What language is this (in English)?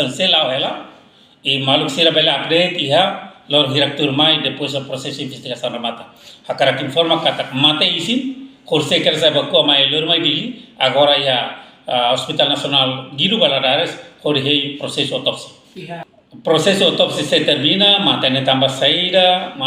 Tetum